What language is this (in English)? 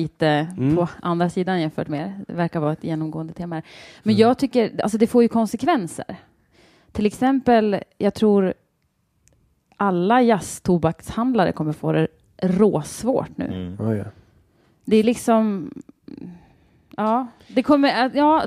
Swedish